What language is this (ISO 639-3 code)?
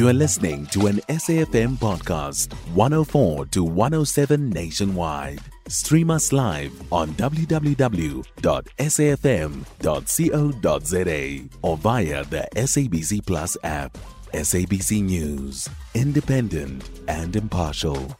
eng